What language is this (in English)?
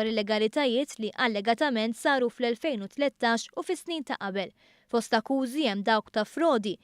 Maltese